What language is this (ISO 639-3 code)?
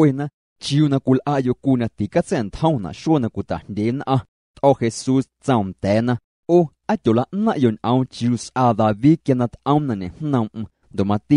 amu